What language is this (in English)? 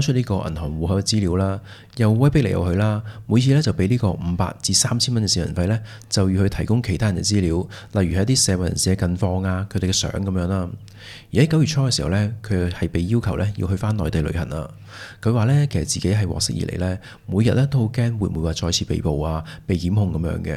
Cantonese